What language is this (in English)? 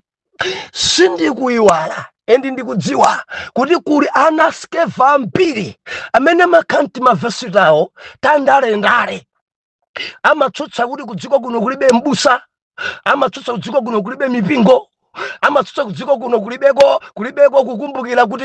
Nyanja